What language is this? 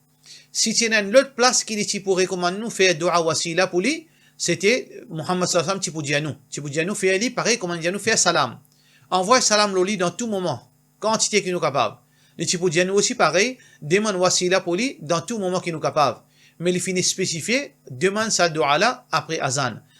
Morisyen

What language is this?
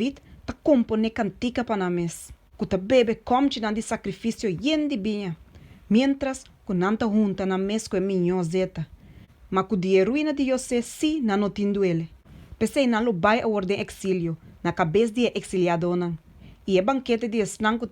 Papiamento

